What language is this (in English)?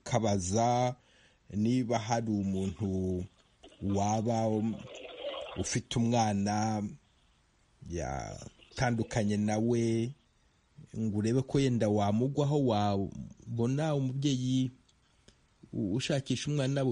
Kinyarwanda